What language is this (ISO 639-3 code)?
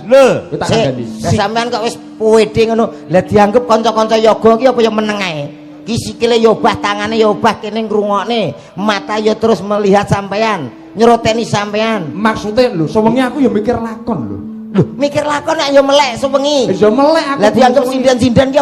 jav